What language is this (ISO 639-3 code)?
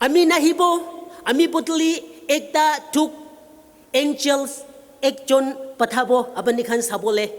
nag